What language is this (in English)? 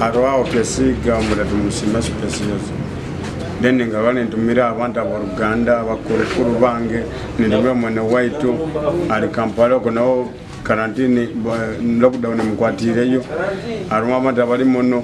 Nyoro